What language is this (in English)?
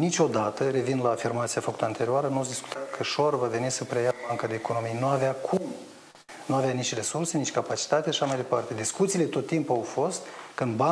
Romanian